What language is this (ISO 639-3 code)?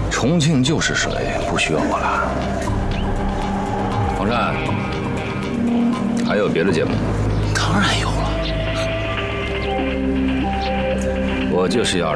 zho